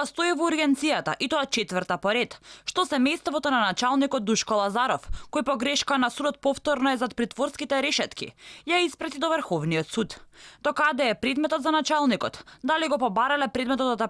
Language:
Macedonian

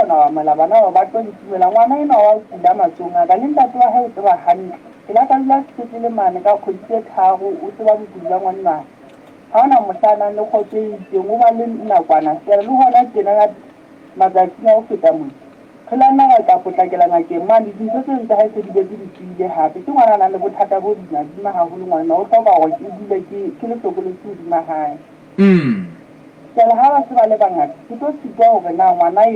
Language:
Southern Sotho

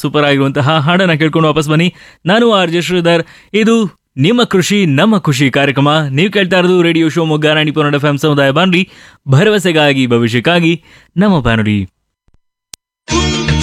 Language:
Kannada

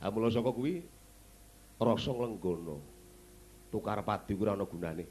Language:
Javanese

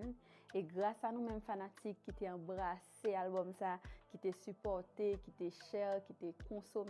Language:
Haitian Creole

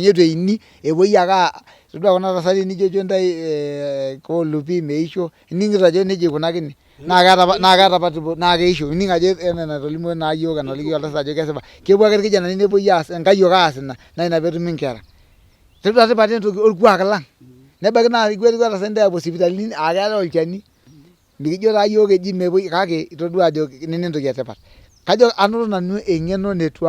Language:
Masai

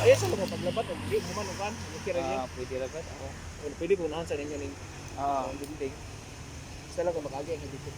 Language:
Cebuano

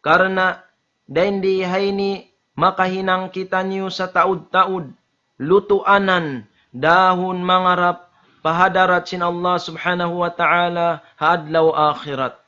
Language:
Tausug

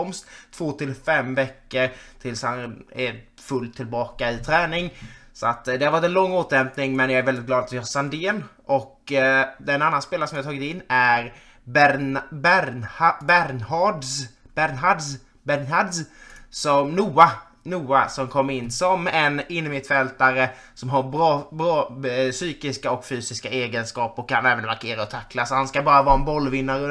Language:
Swedish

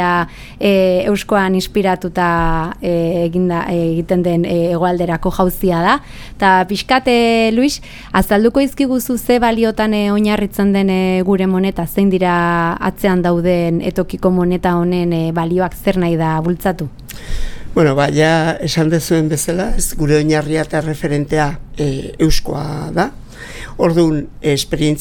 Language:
Basque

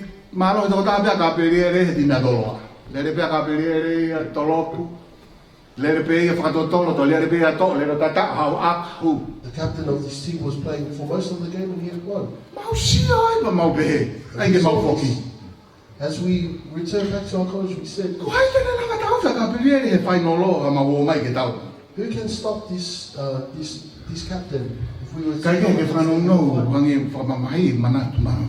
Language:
Tongan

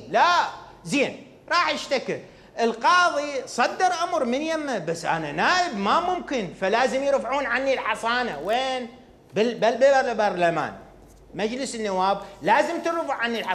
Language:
Mesopotamian Arabic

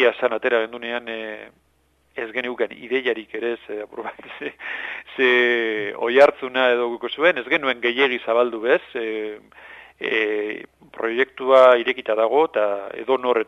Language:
Basque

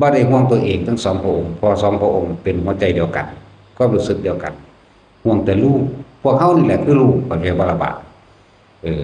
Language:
Northeastern Thai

